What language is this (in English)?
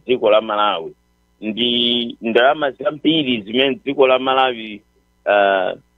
Nyanja